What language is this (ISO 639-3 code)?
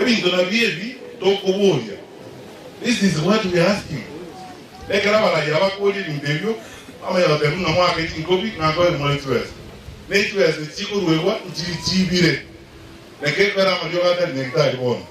guz